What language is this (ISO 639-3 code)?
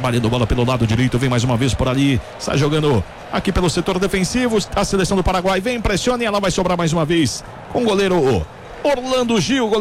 por